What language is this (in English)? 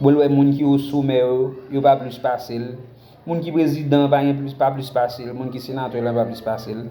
Haitian Creole